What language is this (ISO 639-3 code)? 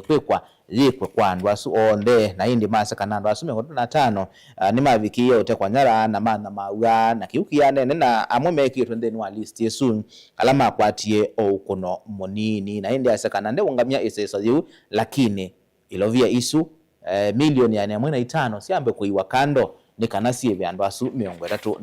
kam